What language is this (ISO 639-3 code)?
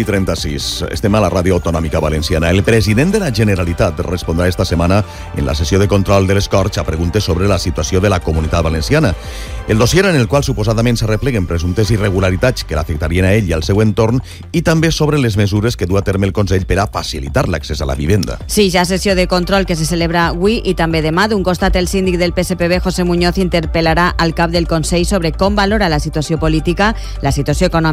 cat